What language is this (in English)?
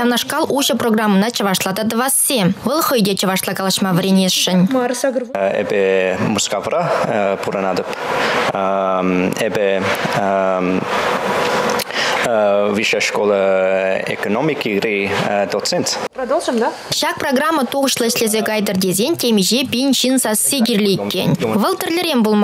Chuvash